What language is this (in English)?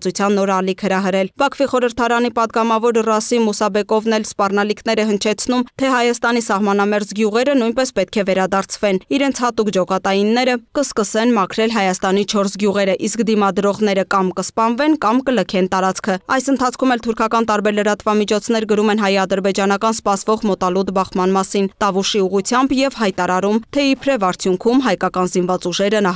Armenian